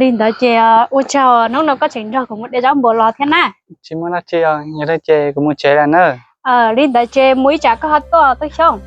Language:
Hmong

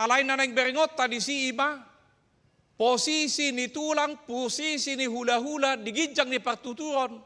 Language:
Batak Toba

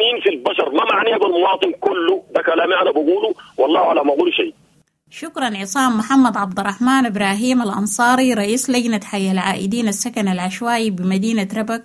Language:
Sudanese Arabic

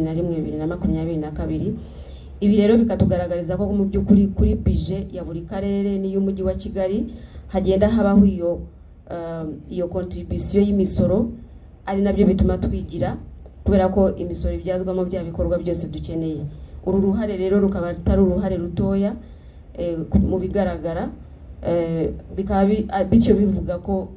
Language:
Kinyarwanda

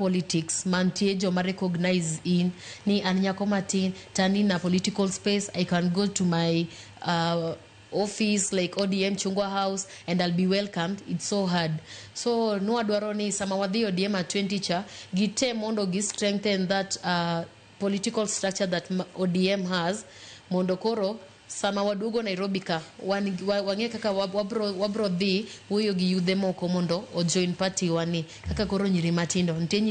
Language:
Luo (Kenya and Tanzania)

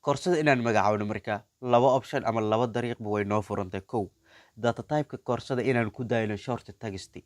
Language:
Somali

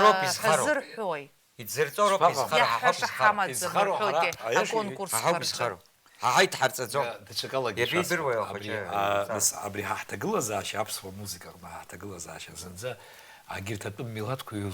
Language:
Abkhazian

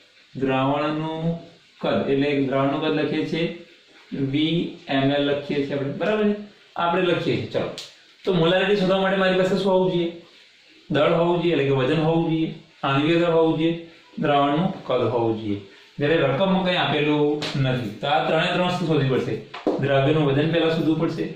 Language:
Gujarati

